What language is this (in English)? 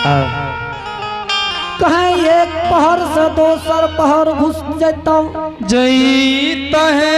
Angika